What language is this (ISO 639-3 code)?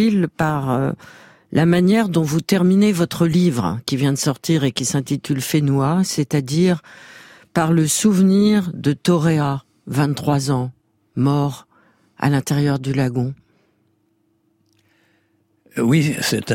fra